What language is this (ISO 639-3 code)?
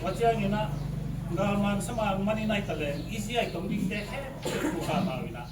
ctd